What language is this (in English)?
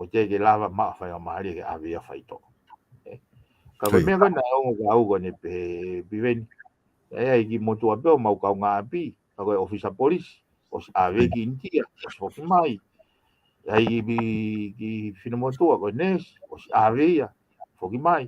Tongan